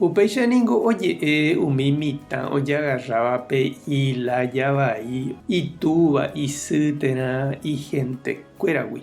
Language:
Guarani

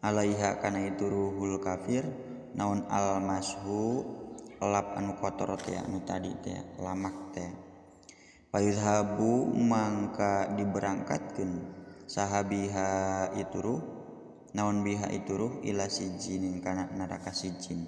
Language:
Sundanese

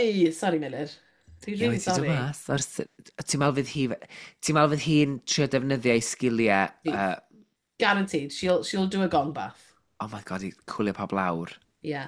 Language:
Welsh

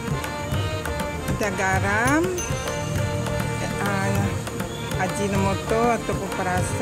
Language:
Malay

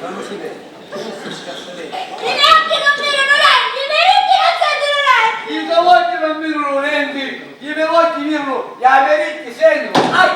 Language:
Sicilian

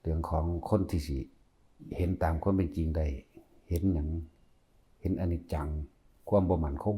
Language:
Northeastern Thai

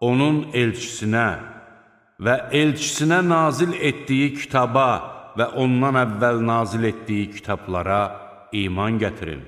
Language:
Azerbaijani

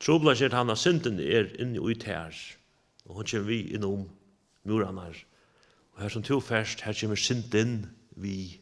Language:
Faroese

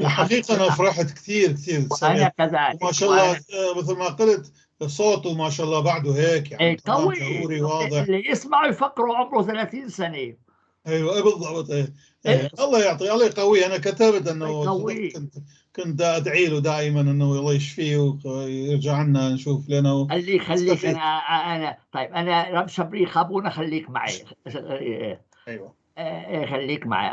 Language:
North Levantine Arabic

